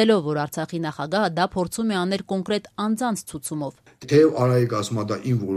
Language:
Armenian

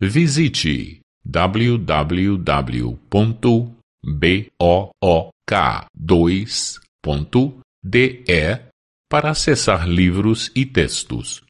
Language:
Macedonian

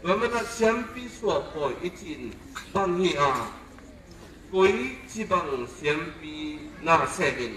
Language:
Tedim Chin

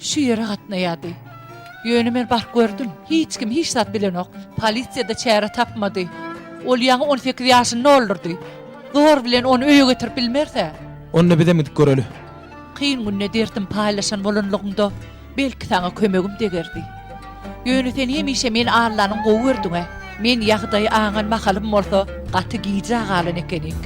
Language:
Turkmen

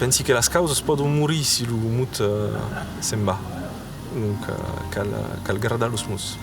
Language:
Occitan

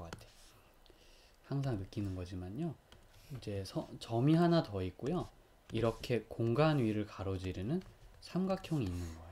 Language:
Korean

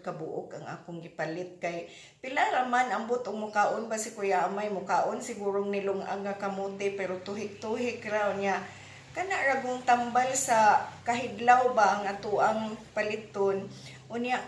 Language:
Cebuano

